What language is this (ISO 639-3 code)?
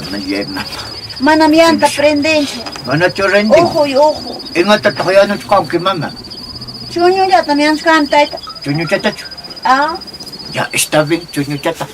que